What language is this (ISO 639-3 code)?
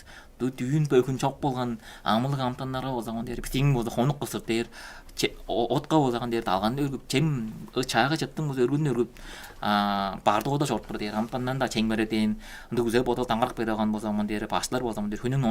tyv